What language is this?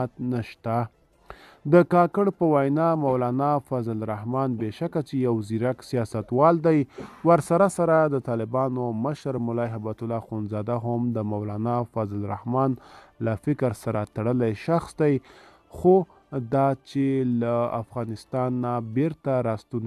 Pashto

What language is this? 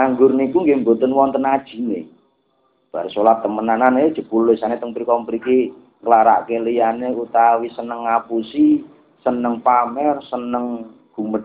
Javanese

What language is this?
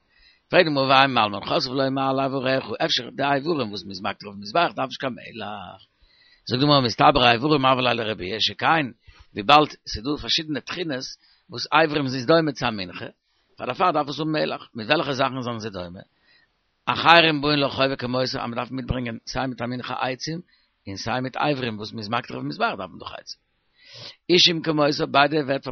Yiddish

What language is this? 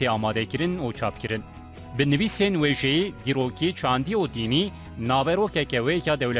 Kurdish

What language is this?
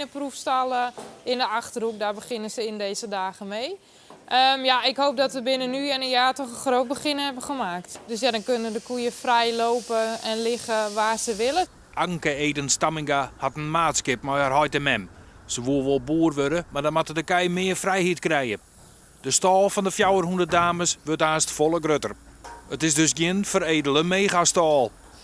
Western Frisian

